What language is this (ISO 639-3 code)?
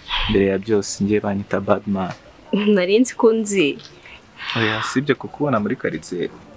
kin